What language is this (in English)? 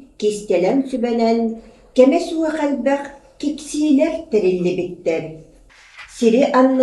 Yakut